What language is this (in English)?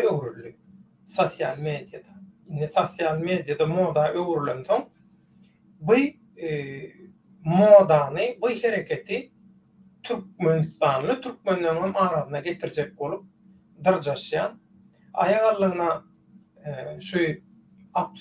Turkmen